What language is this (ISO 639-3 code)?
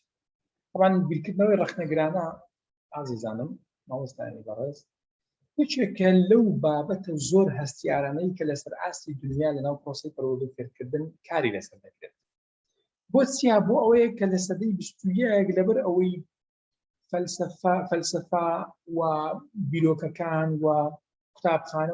ckb